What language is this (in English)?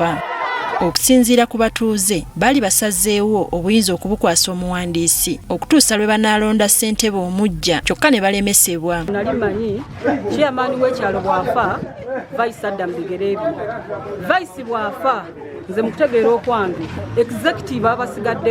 Ganda